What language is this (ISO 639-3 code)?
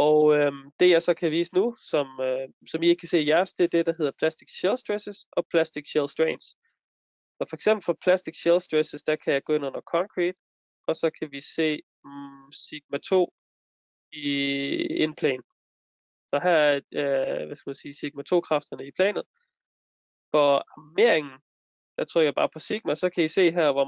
dan